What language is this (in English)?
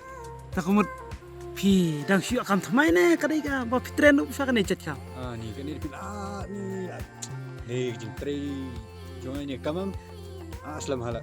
Khasi